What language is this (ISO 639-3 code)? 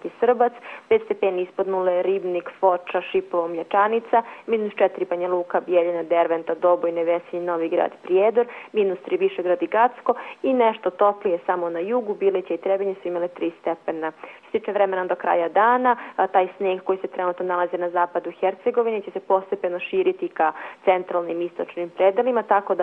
hrv